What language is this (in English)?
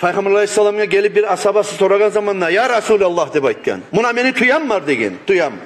Kumyk